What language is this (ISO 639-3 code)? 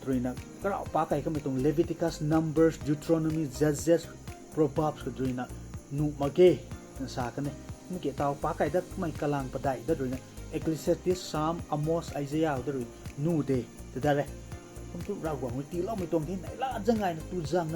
nbu